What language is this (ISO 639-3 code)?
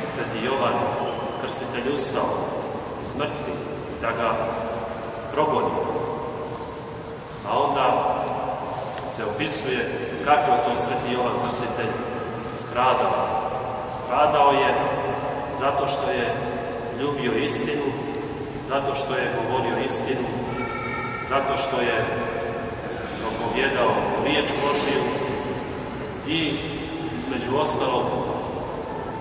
srp